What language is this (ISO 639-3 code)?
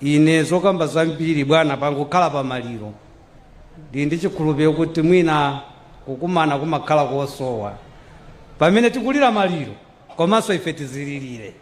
nya